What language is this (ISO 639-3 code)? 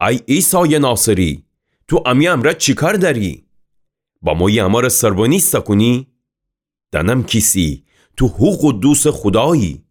glk